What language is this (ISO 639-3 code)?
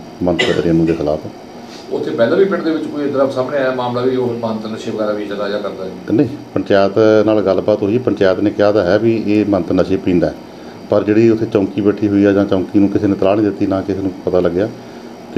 pan